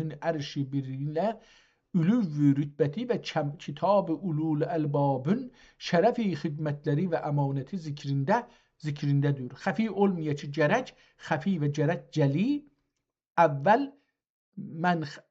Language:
South Azerbaijani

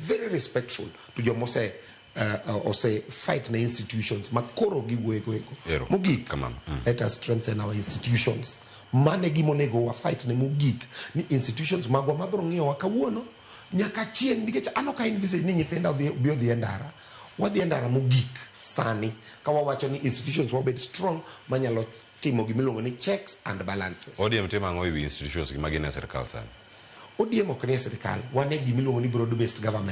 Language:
Luo (Kenya and Tanzania)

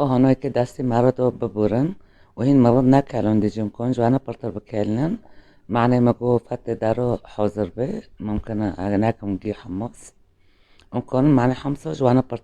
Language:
Kurdish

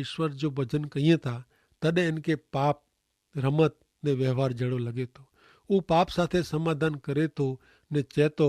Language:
Kachhi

